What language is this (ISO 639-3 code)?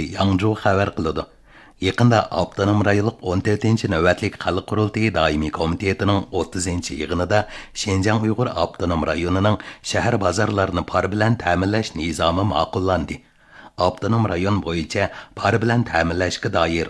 uig